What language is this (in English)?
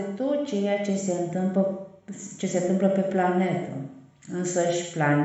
Romanian